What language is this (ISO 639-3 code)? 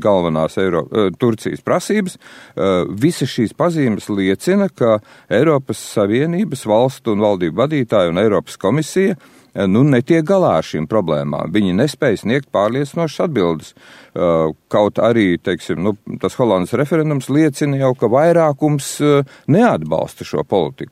lav